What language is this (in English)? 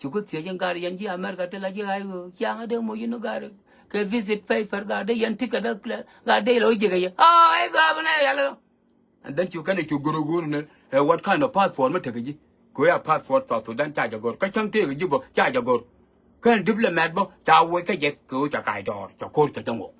Nuer